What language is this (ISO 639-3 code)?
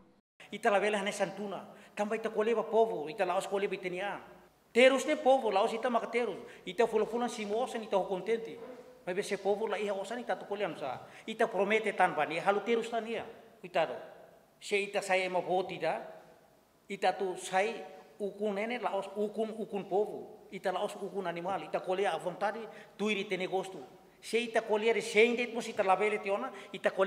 tet